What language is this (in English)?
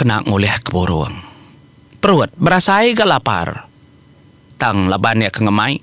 Iban